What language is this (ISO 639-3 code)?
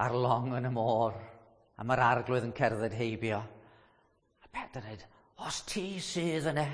cym